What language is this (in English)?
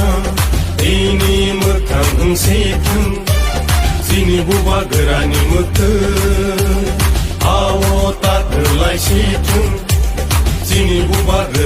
Kok Borok